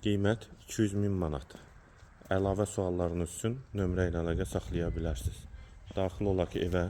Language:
Azerbaijani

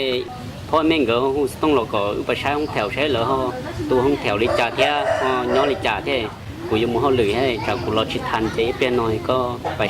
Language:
Hmong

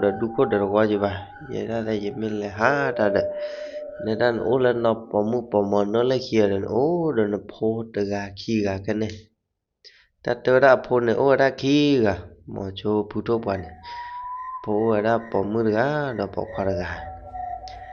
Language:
S'gaw Karen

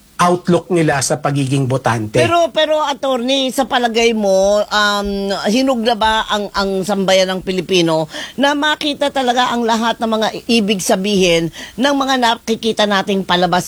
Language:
Filipino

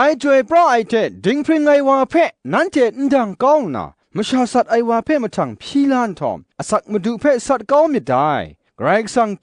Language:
Kachin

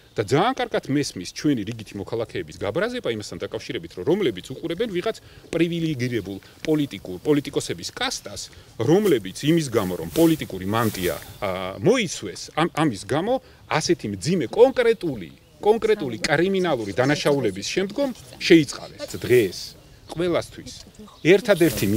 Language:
Georgian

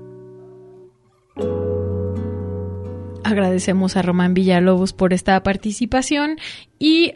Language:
Spanish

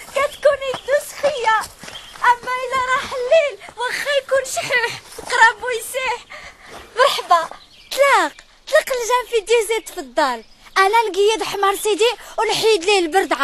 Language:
Moroccan Arabic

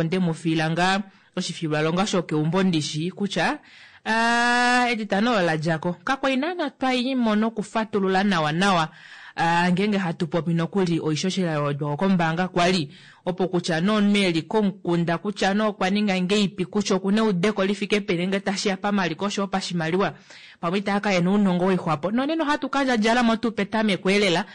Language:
Kuanyama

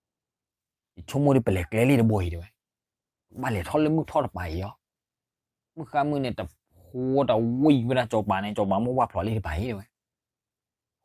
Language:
S'gaw Karen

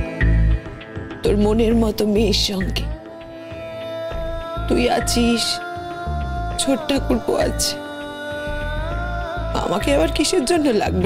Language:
Bangla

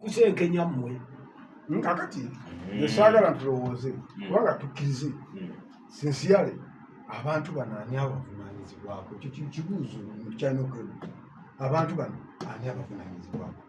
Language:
Ganda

